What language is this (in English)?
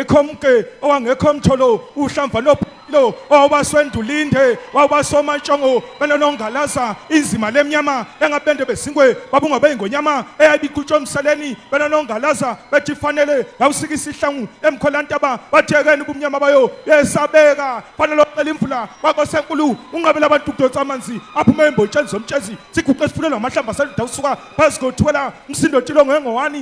Zulu